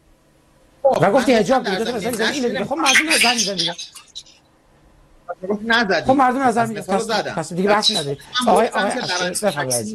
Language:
Persian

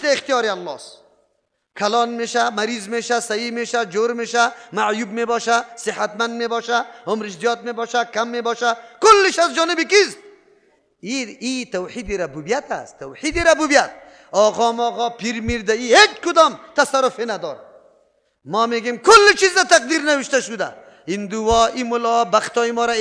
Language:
Persian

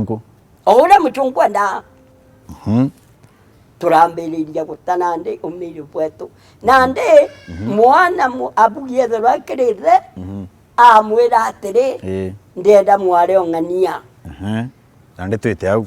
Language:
Meru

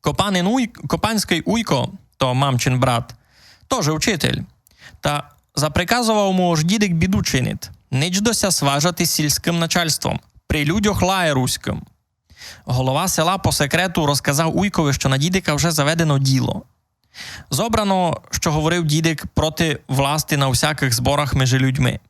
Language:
Rusyn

